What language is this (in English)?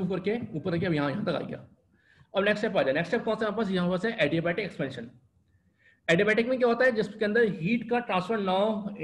Hindi